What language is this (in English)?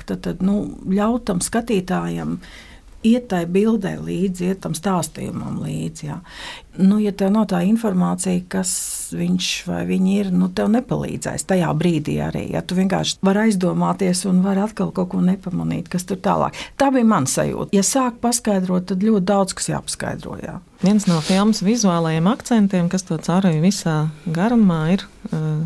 Latvian